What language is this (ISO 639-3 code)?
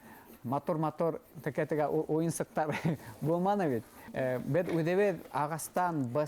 bak